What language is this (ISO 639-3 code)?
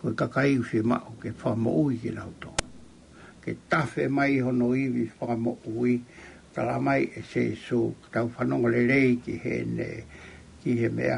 ton